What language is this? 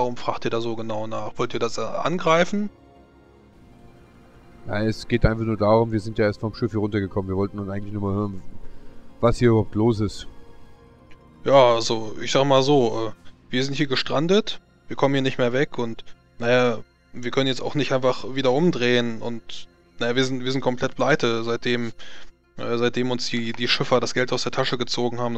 German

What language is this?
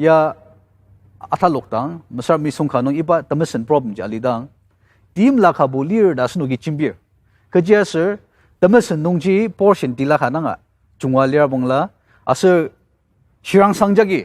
Ao Naga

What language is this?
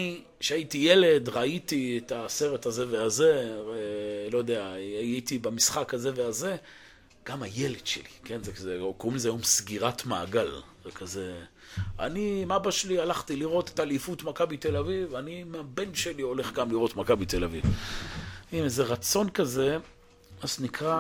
Hebrew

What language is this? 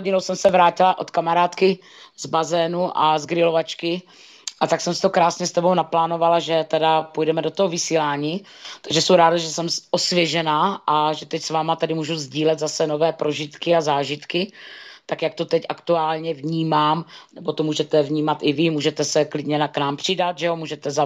Czech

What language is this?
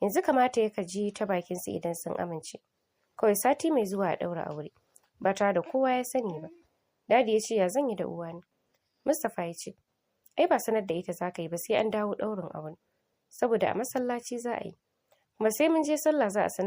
Hausa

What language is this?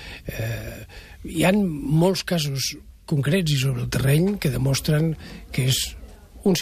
Catalan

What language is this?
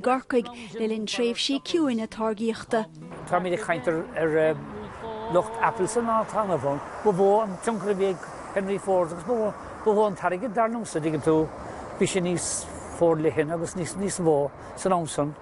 Irish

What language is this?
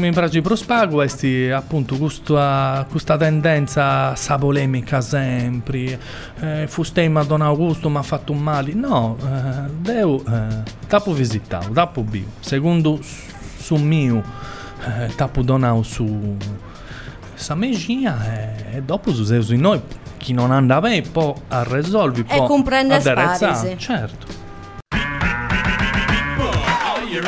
Italian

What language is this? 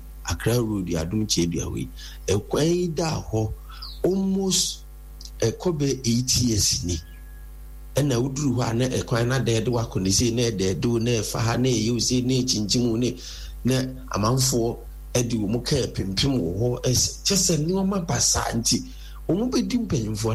Akan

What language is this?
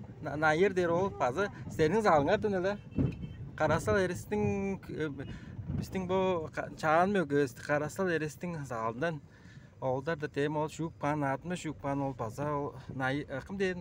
Tuvinian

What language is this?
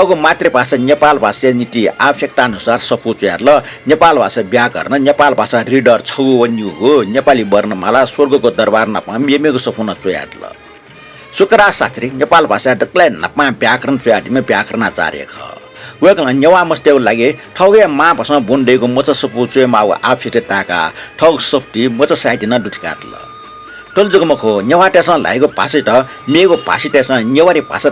Newari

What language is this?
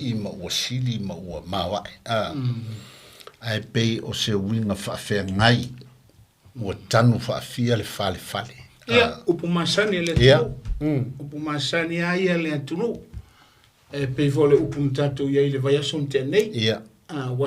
Samoan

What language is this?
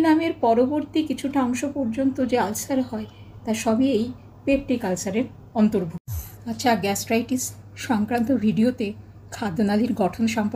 Bangla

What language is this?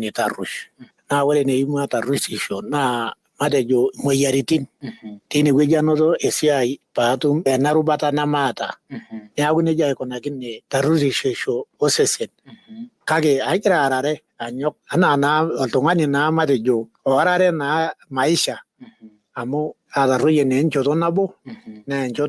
Masai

